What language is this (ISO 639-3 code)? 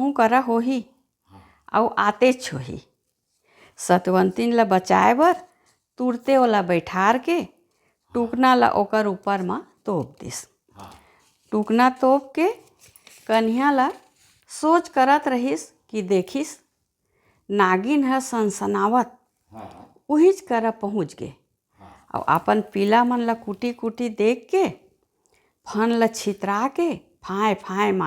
hne